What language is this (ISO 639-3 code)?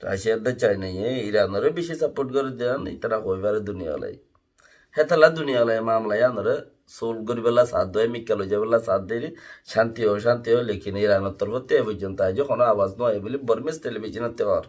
rhg